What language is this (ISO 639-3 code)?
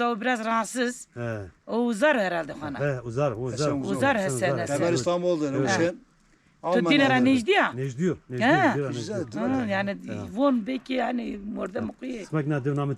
zza